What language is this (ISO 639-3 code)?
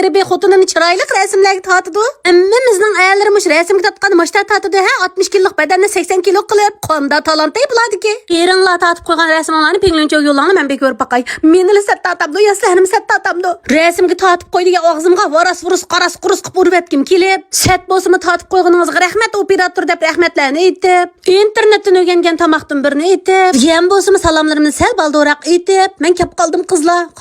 uig